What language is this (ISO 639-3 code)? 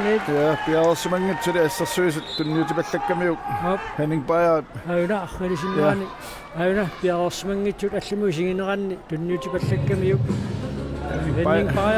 kal